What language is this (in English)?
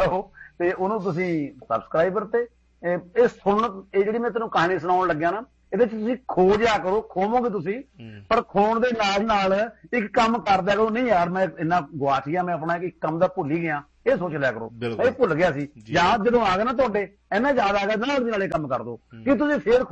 Punjabi